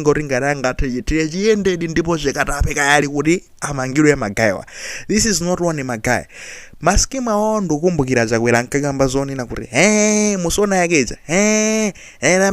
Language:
Nyanja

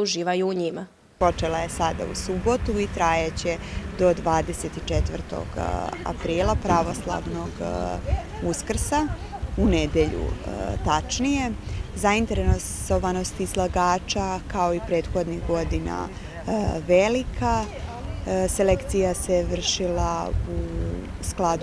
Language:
Serbian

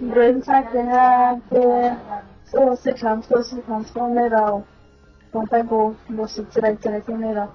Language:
Riang (India)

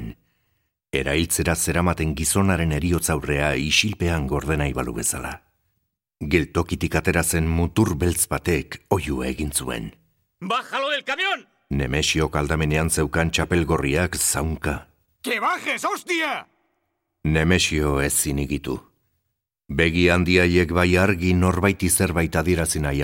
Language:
Basque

